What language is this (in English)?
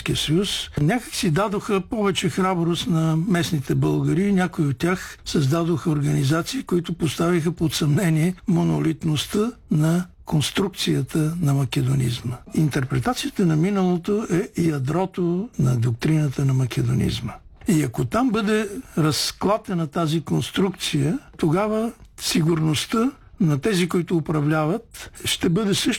Bulgarian